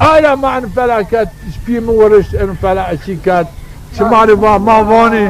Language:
Zaza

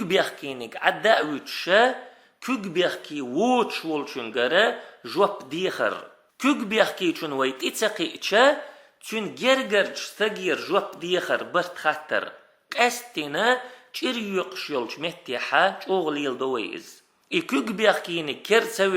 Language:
Chechen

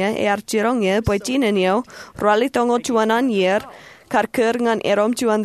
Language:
Marshallese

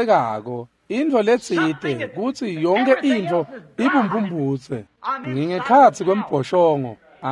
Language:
Swati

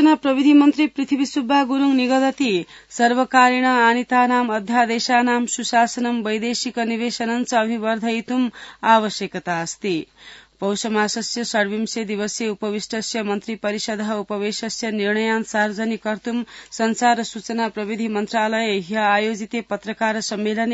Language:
Sanskrit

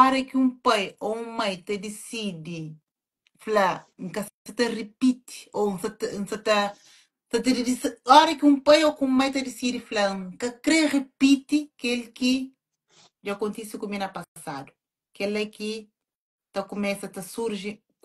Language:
Kabuverdianu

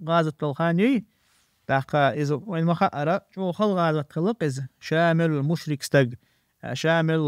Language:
Chechen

